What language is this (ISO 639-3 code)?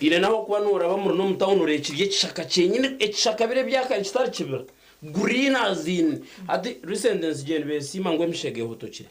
nyn